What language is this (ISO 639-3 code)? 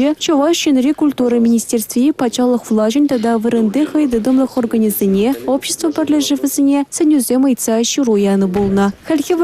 chv